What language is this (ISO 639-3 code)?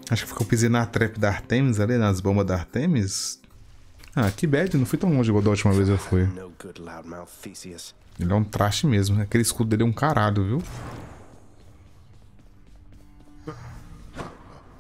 por